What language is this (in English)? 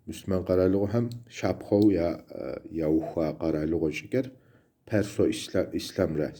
Kabardian